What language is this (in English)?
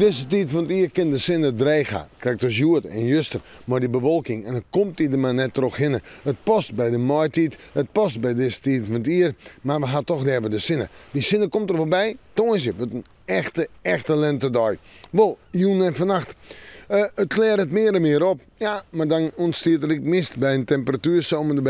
Western Frisian